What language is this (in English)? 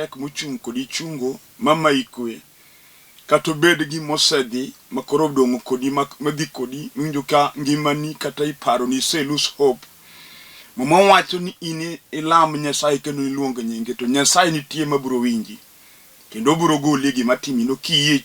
Luo (Kenya and Tanzania)